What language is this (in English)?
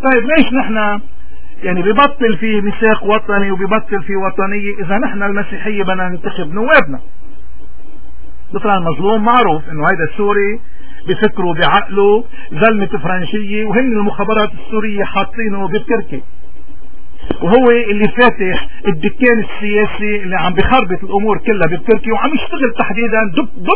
North Levantine Arabic